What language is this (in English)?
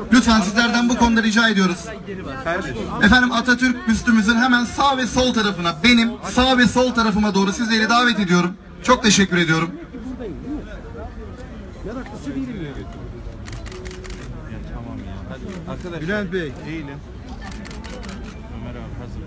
Turkish